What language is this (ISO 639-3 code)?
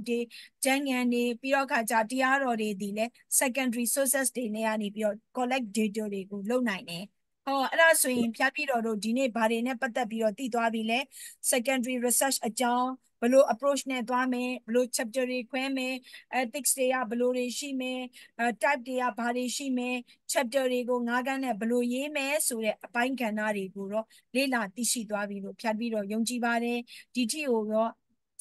mya